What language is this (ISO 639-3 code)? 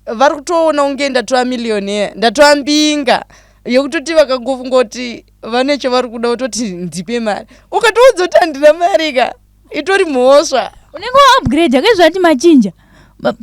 sna